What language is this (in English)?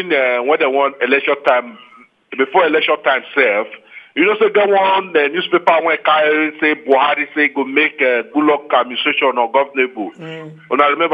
Nigerian Pidgin